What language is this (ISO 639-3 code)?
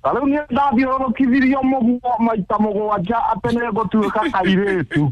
kik